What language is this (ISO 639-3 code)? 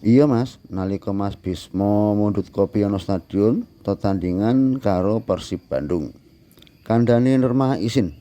jav